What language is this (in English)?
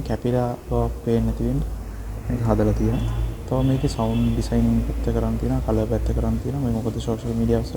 Sinhala